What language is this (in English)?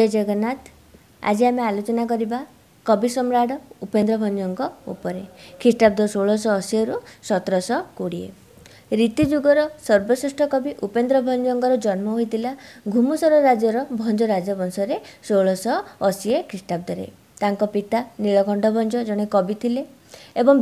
Odia